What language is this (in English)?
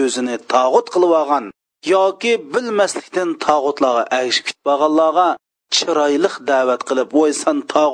Uyghur